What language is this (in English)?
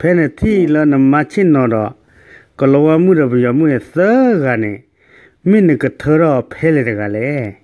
S'gaw Karen